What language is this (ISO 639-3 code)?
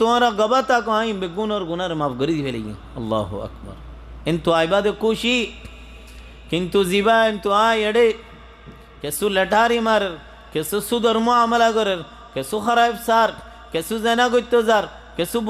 rhg